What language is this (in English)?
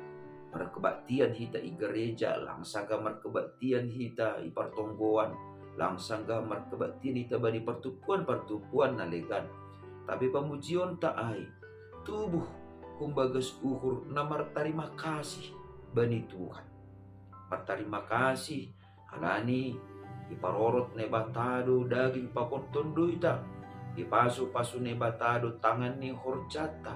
Batak Simalungun